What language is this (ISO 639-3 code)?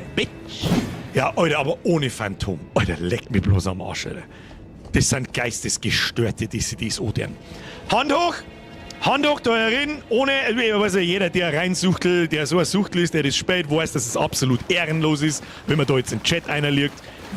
bar